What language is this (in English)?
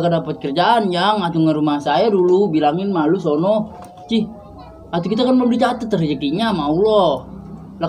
Betawi